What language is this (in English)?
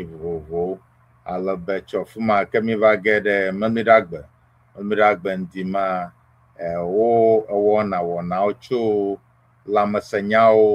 Ewe